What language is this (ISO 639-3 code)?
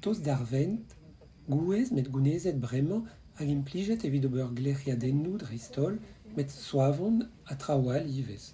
bre